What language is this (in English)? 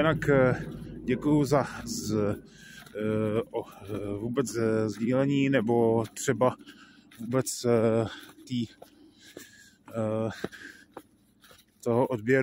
Czech